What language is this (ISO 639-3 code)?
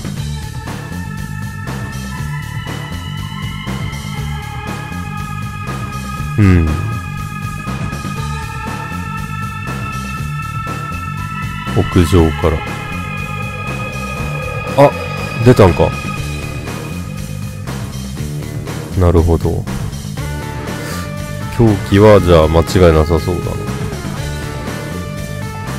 jpn